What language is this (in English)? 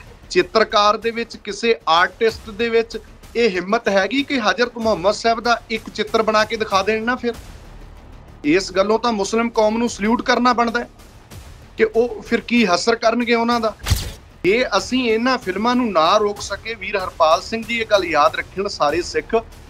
Punjabi